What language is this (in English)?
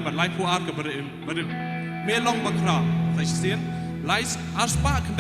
Khasi